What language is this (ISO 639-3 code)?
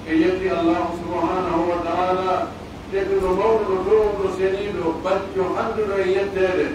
fuf